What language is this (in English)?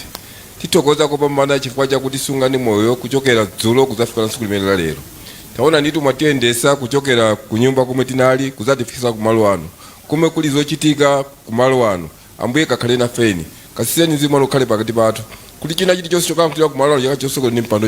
Nyanja